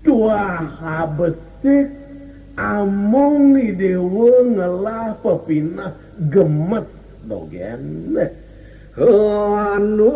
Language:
Balinese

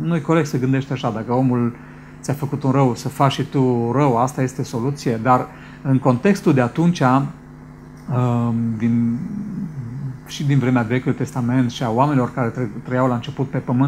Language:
Romanian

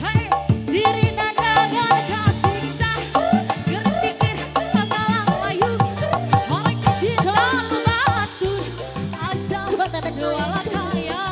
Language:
Sundanese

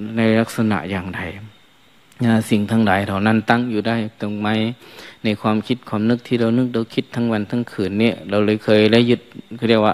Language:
Thai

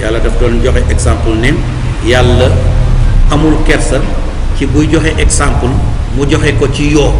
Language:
Wolof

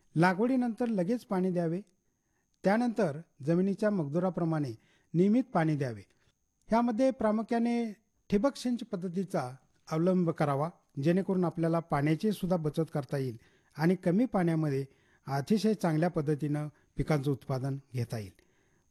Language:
Marathi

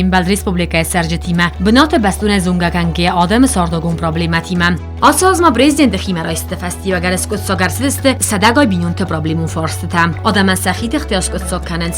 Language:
Ossetic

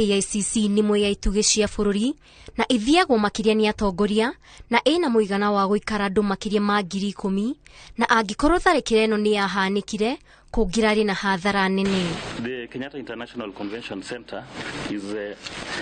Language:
Kikuyu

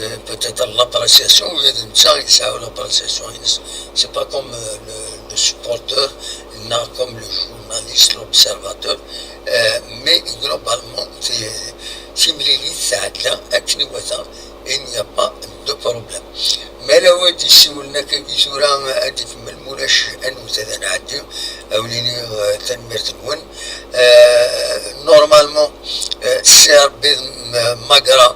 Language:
Kabyle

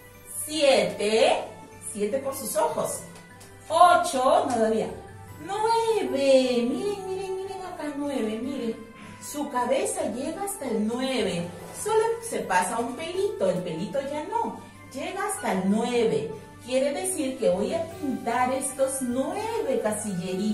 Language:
Spanish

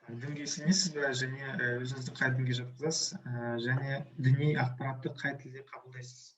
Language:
Kazakh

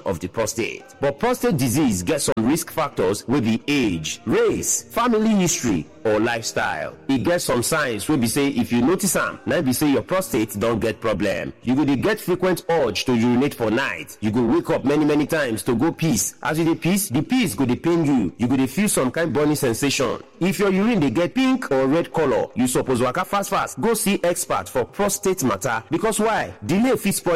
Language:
Nigerian Pidgin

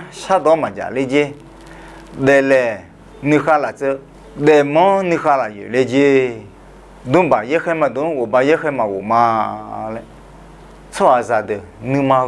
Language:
Akha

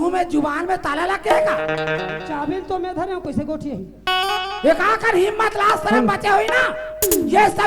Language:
Chhattisgarhi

